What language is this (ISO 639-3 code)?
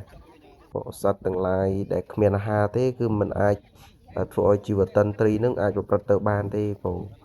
khm